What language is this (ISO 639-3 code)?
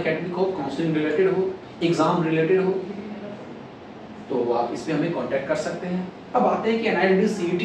hin